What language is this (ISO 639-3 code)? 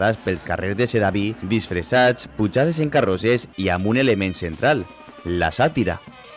cat